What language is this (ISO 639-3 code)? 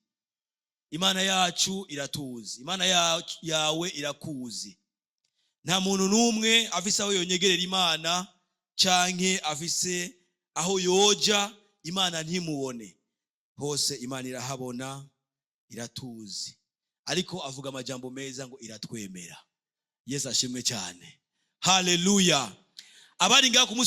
run